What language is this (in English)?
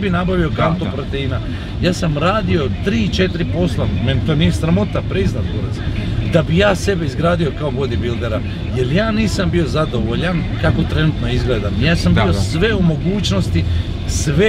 Croatian